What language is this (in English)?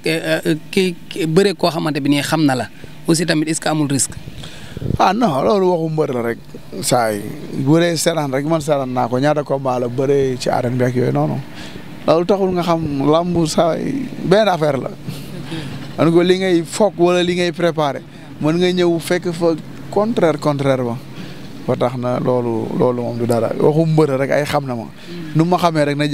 Wolof